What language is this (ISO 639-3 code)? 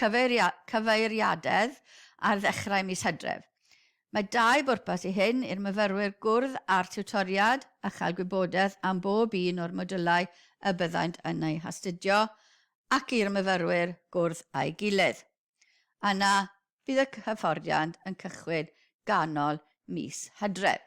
cym